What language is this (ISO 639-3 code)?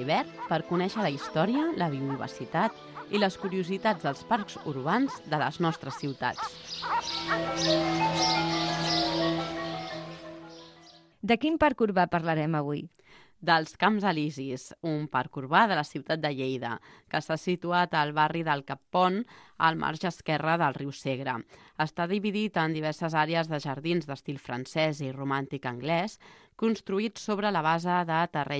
cat